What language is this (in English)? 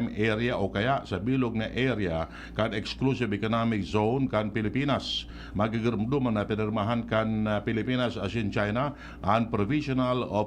Bikol